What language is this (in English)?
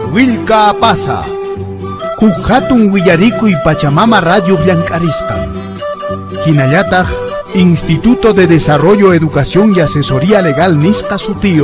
Quechua